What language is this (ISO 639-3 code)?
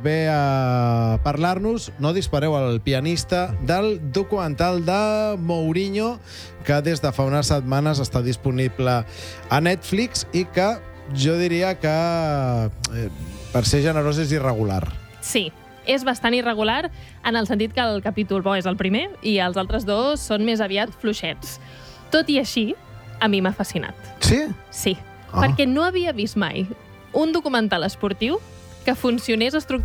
cat